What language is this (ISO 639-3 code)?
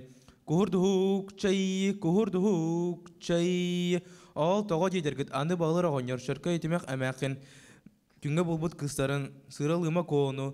sah